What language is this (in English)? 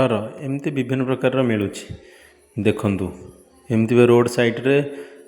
Odia